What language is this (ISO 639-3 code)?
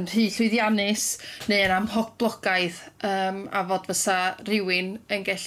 cym